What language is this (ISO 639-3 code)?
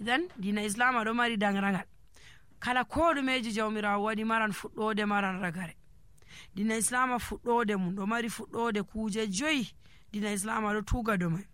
fuv